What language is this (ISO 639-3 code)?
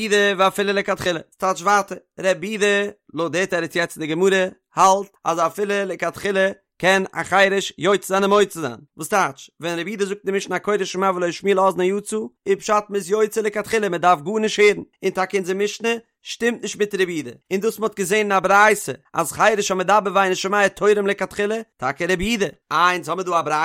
yid